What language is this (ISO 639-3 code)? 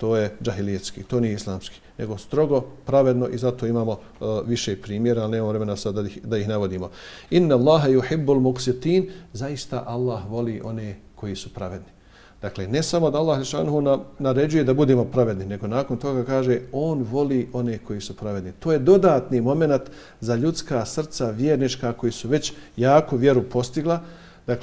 bos